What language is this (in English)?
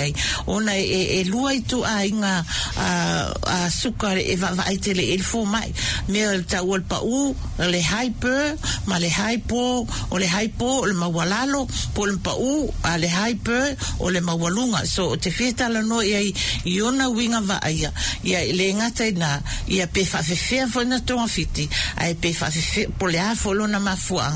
Samoan